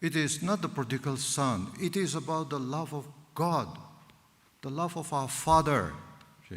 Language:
Angami Naga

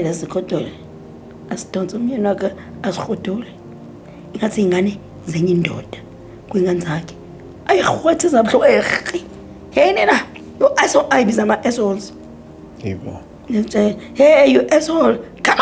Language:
Zulu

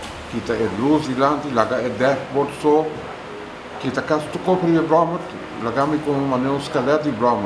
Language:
Papiamento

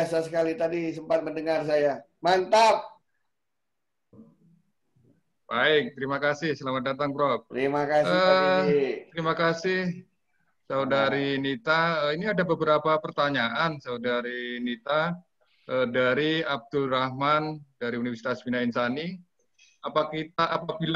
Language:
Indonesian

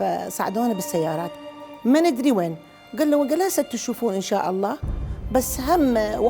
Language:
Mesopotamian Arabic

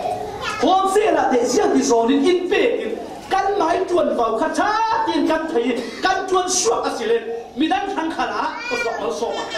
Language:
Falam Chin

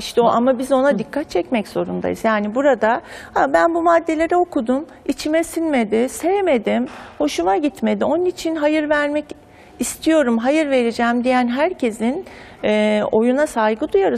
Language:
Turkish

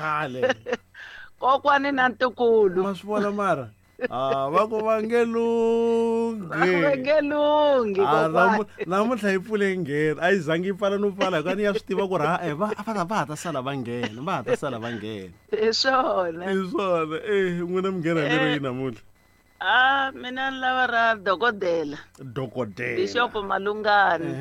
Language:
Tsonga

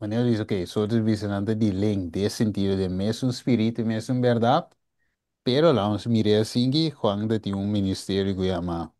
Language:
Papiamento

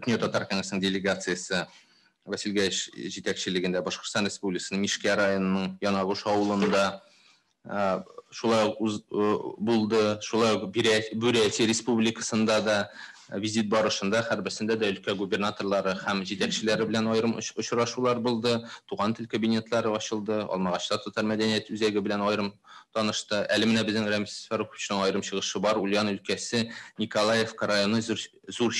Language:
Tatar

